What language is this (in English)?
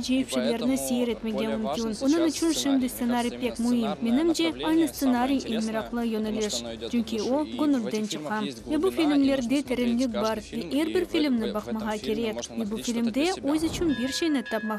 Crimean Tatar